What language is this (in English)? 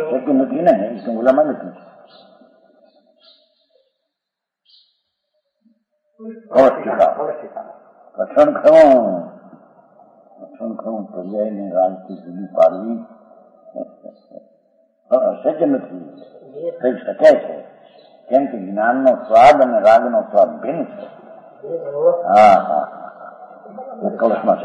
Gujarati